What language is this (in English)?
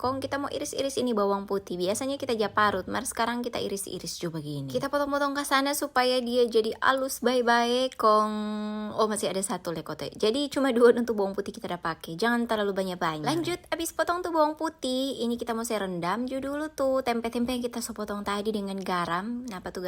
Manado Malay